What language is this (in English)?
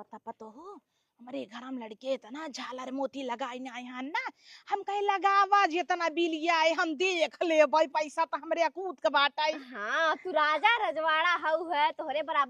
Awadhi